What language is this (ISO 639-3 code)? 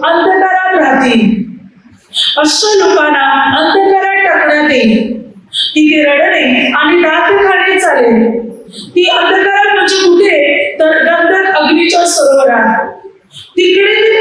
mar